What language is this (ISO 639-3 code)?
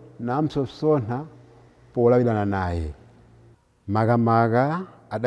nya